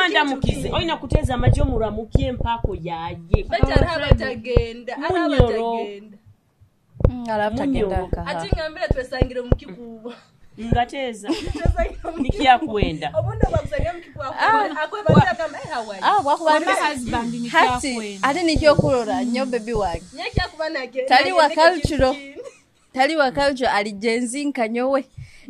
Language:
Nyoro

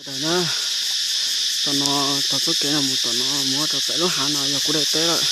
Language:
Hmong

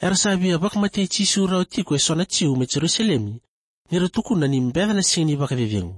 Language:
Fijian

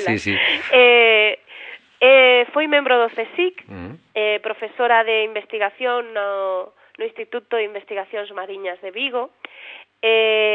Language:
Galician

